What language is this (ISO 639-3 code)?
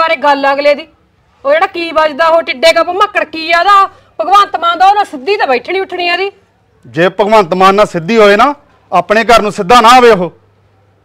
pan